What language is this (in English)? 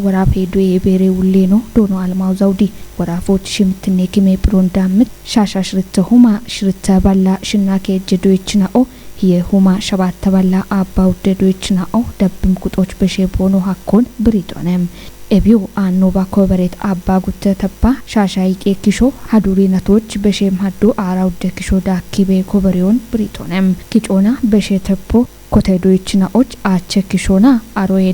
Kafa